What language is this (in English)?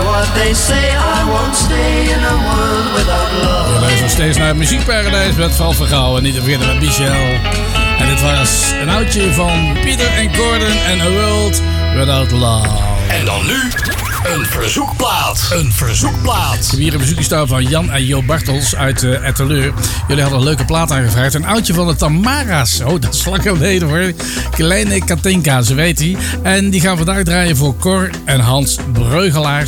Dutch